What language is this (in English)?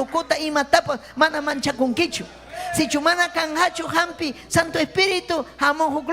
Ayacucho Quechua